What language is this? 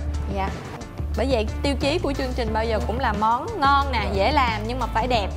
Vietnamese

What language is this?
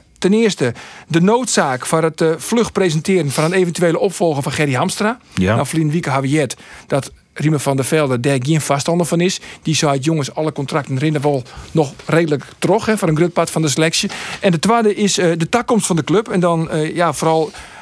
Western Frisian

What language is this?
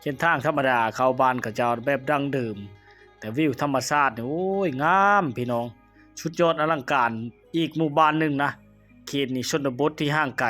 Lao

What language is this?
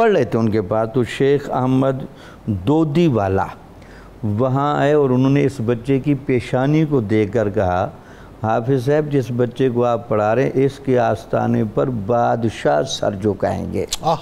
Urdu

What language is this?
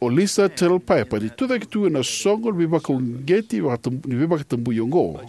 Fijian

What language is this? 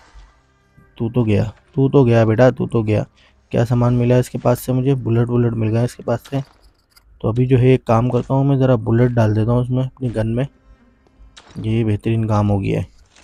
Hindi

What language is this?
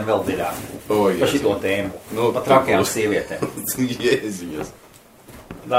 Latvian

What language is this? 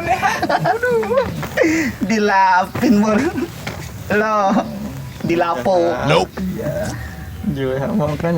Betawi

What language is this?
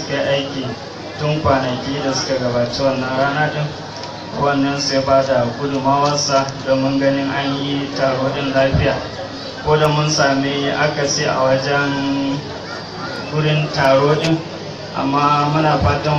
Hausa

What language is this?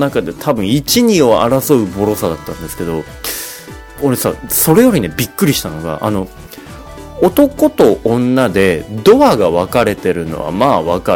Japanese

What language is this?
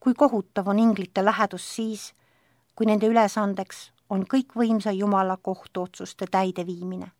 Estonian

